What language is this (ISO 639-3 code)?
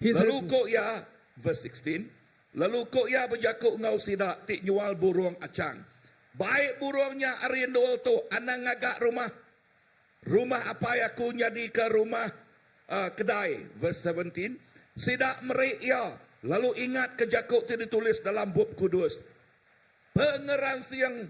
iba